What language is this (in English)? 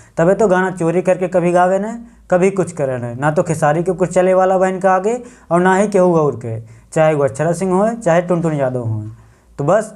Bhojpuri